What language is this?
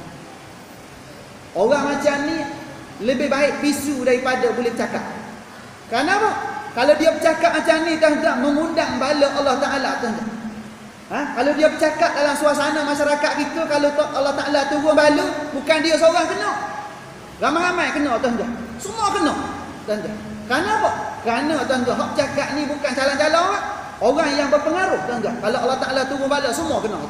Malay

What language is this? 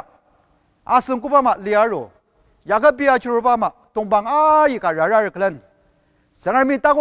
Ao Naga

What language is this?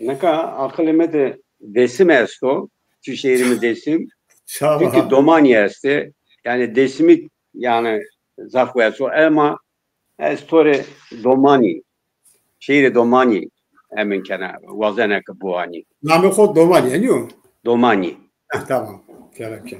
Zaza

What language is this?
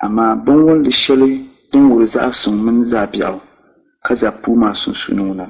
Dagbani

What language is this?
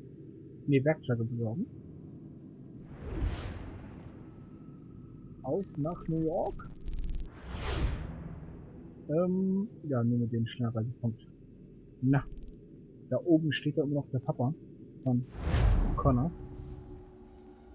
German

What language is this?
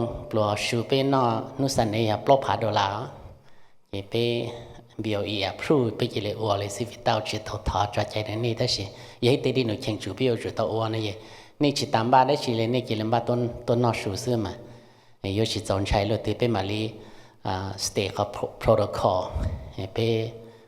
Hmong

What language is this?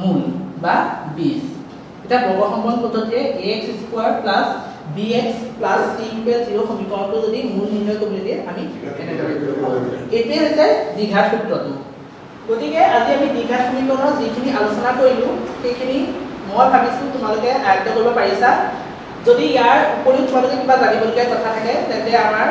Assamese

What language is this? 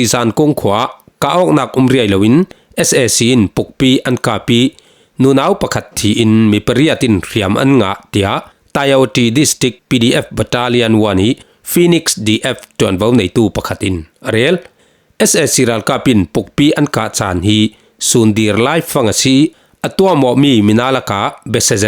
Falam Chin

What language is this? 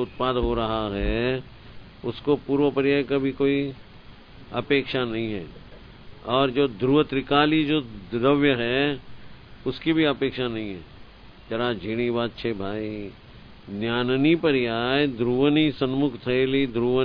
Gujarati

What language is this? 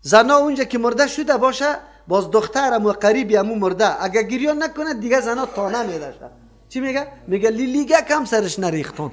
Persian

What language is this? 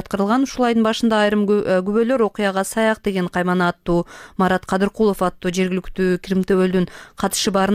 Kyrgyz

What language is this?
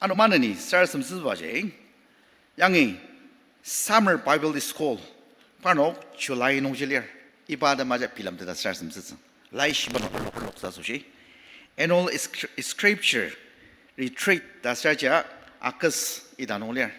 Ao Naga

